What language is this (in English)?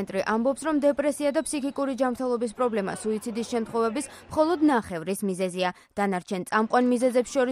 Georgian